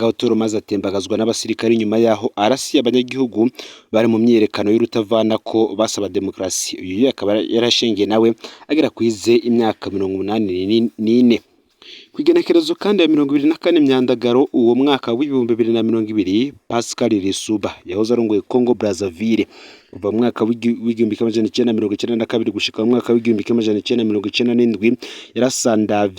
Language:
Rundi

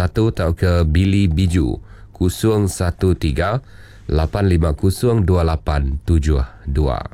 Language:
Iban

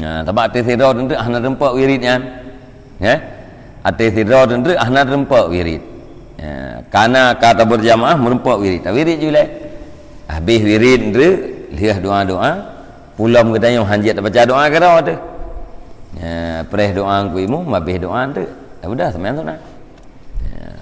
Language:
Achinese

